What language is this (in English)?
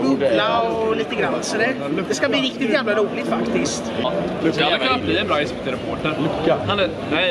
Swedish